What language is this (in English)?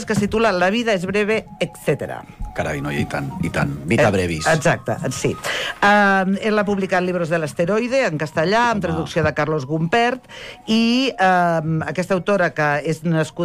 Catalan